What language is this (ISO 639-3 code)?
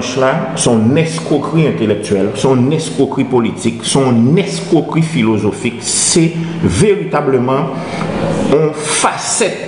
gcf